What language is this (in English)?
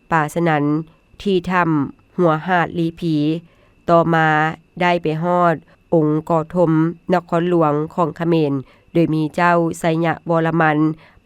Lao